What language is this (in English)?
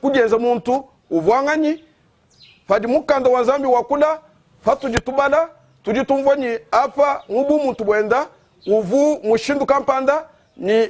Luba-Lulua